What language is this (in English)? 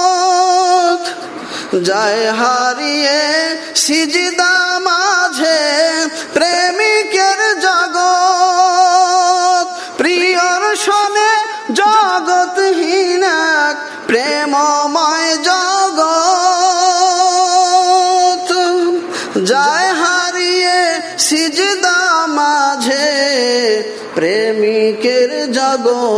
Bangla